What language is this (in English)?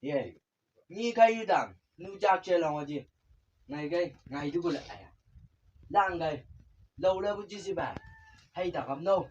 Chang Naga